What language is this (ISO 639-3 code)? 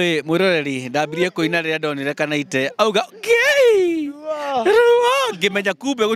kik